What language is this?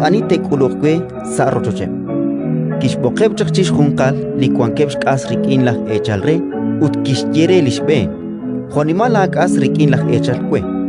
Kekchí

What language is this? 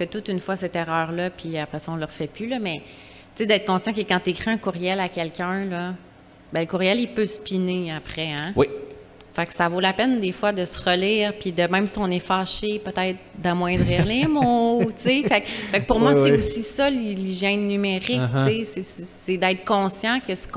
French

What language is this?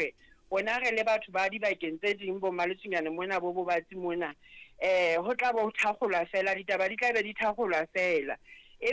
Southern Sotho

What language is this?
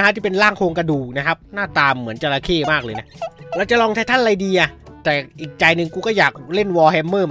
Thai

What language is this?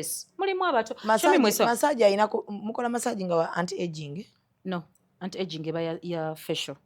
Ganda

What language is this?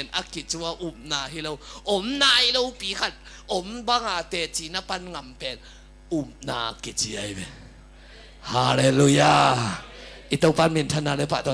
Tedim Chin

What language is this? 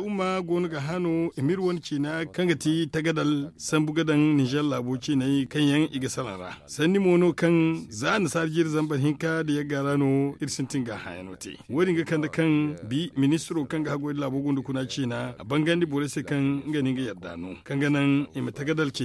Zarma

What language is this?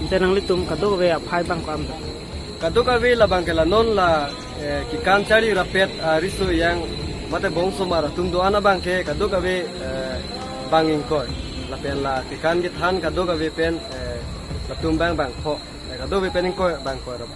Karbi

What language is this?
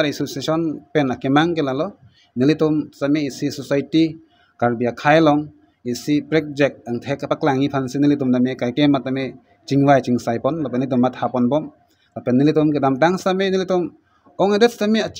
Karbi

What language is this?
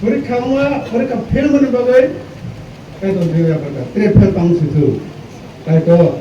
Kok Borok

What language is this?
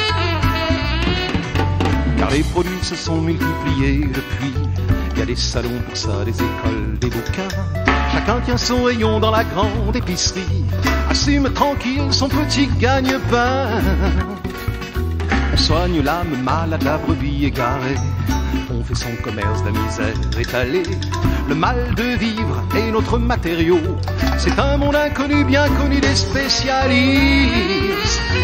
French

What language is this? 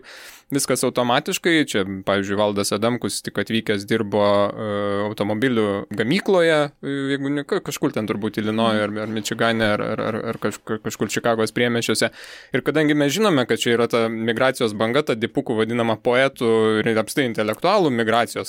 Lithuanian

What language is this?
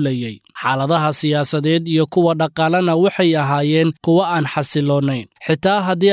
Somali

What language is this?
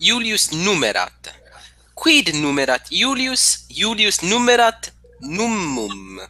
Latin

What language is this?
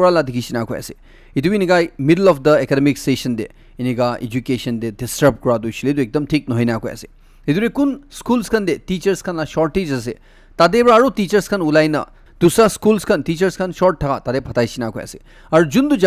Naga Pidgin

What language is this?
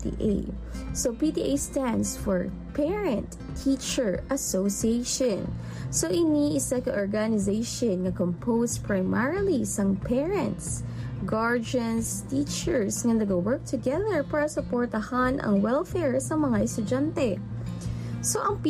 Hiligaynon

